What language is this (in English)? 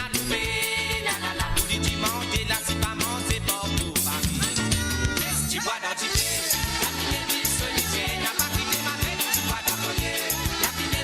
Morisyen